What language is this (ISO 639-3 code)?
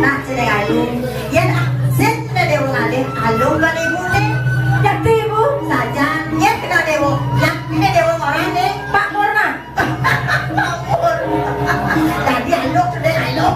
ban